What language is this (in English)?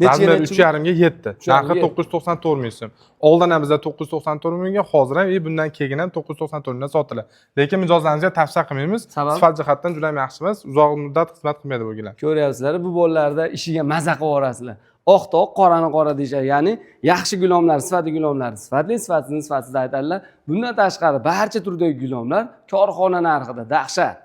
Uzbek